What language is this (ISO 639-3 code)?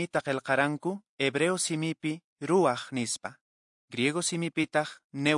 que